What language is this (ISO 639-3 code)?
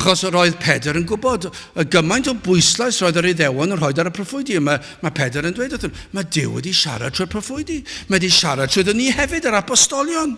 cym